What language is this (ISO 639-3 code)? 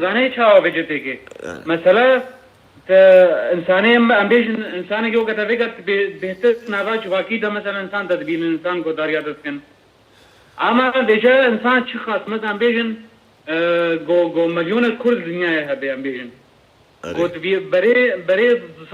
kur